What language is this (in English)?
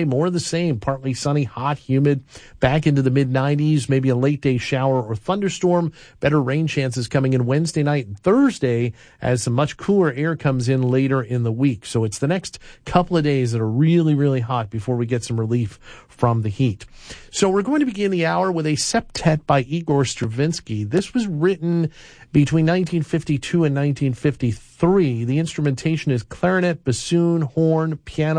English